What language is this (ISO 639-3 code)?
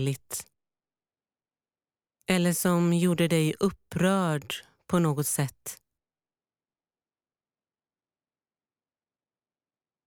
swe